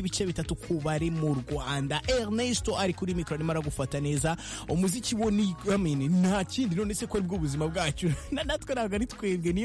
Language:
Kinyarwanda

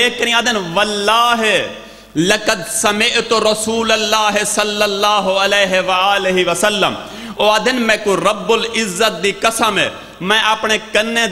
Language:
Saraiki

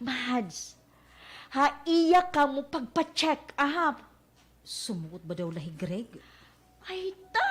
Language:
Waray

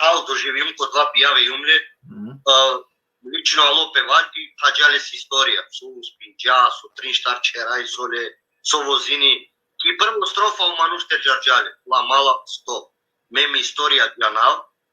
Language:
Balkan Romani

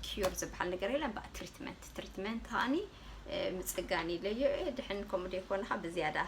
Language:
Tigrinya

